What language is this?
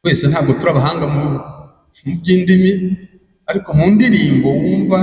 Kinyarwanda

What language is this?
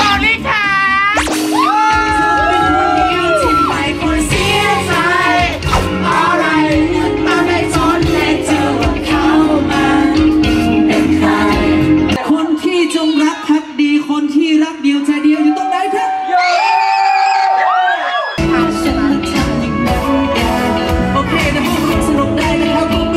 Thai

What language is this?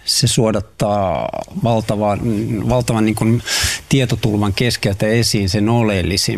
Finnish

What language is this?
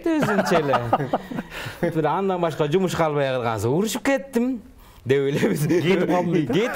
Kyrgyz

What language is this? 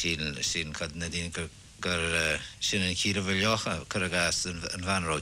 Irish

